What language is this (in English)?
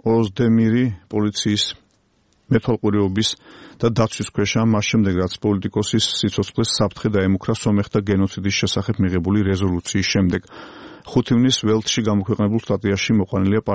Georgian